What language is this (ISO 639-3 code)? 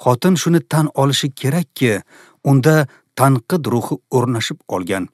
uzb